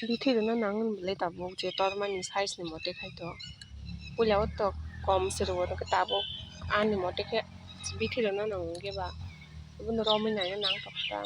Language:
Kok Borok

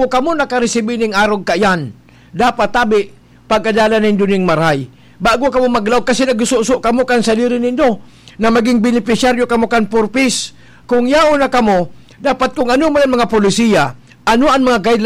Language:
Bikol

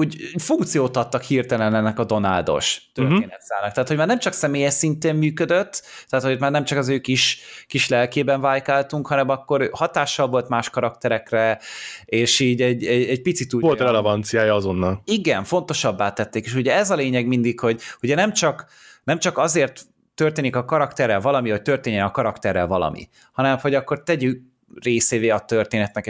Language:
Hungarian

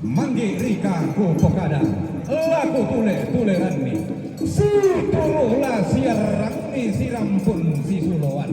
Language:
Toraja-Sa'dan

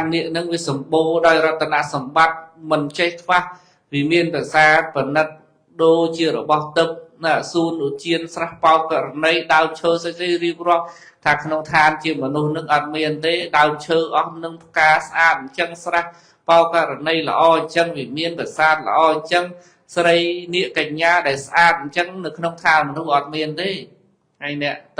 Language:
Khmer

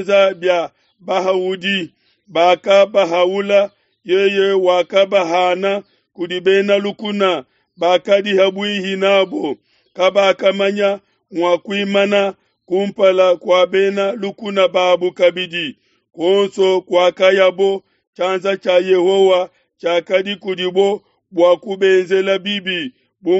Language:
Luba-Lulua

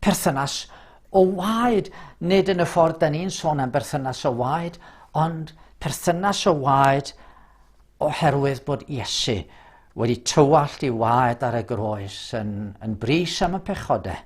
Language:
Welsh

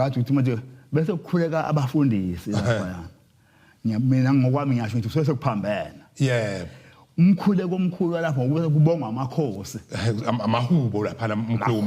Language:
Zulu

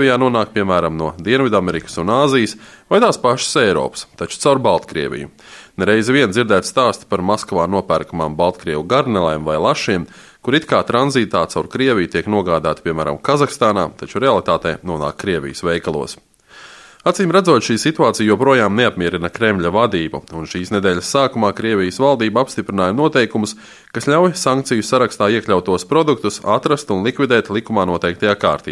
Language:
Latvian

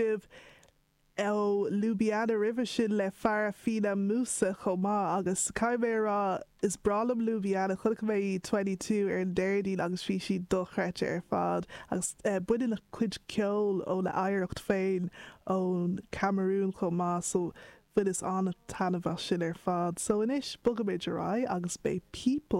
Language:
Irish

